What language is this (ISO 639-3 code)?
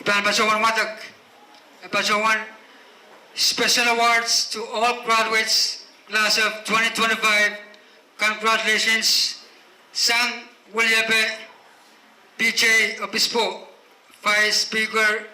pon